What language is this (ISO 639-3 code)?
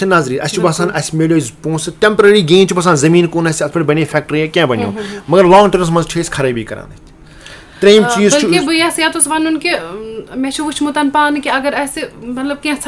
kas